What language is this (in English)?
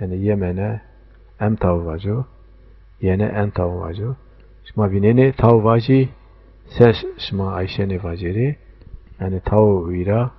Zaza